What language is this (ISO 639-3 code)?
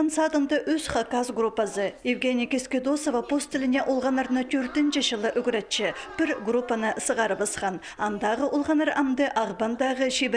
kjh